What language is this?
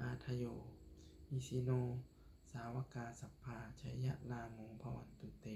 Lao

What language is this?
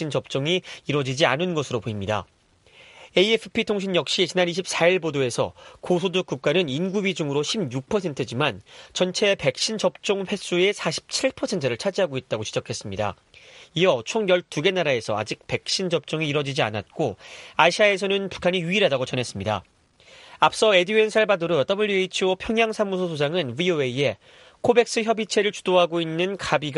Korean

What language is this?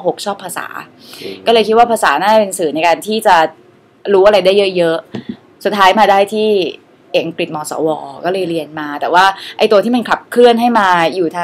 Thai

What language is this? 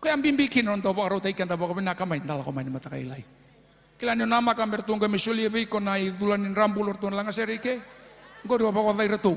Fijian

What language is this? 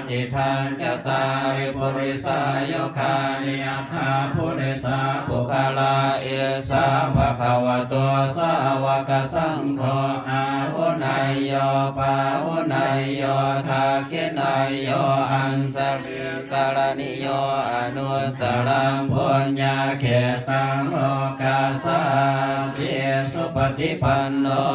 Pali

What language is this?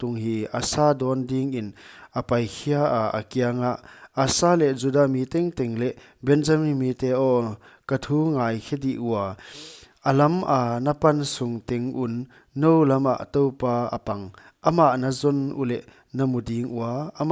Paite Chin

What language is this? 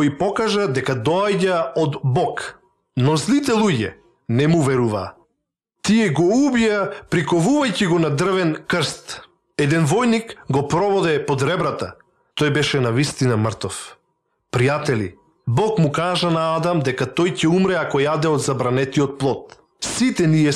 Macedonian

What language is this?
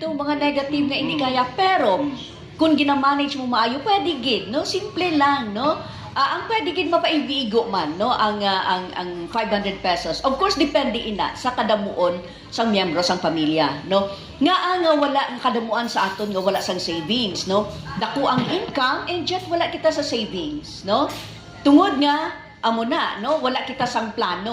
Hiligaynon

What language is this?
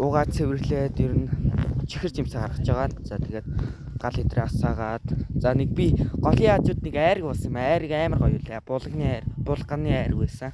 Mongolian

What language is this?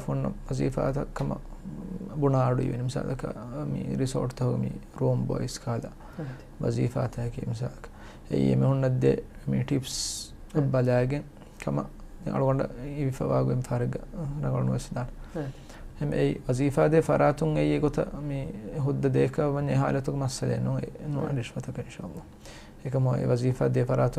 Divehi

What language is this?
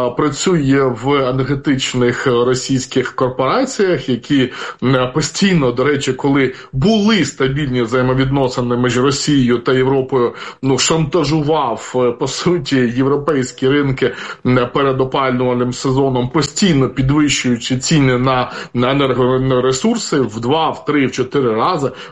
Ukrainian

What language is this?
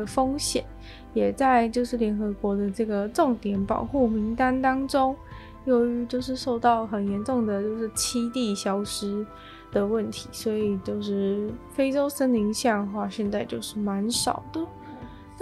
Chinese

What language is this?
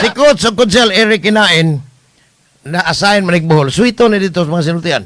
Cebuano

